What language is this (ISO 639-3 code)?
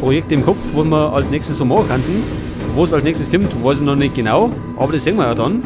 bar